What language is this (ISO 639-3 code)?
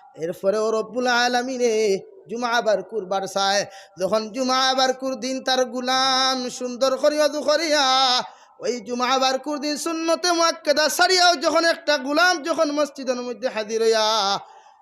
syl